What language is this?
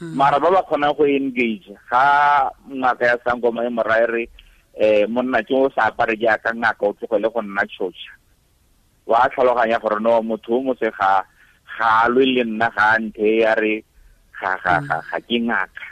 Tswana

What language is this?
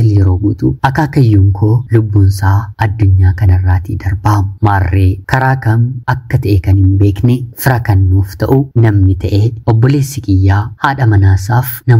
Oromo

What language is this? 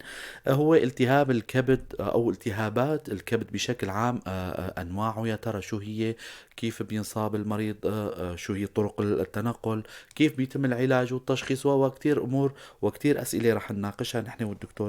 North Levantine Arabic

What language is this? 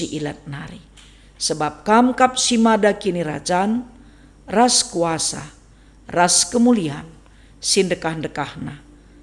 Batak Karo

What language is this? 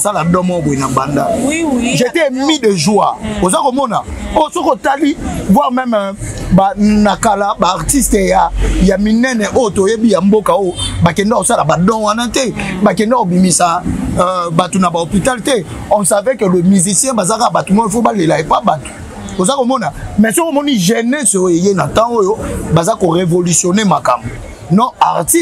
Lingala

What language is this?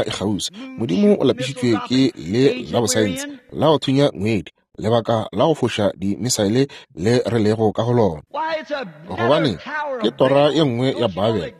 Northern Sotho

